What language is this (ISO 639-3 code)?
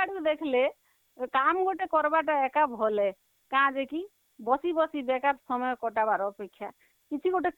ori